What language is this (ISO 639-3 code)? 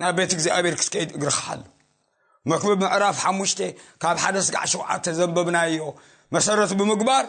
tir